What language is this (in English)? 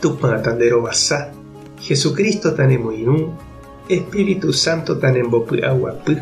Guarani